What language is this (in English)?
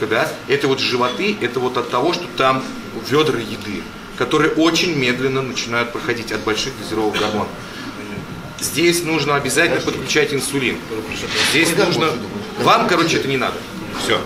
Russian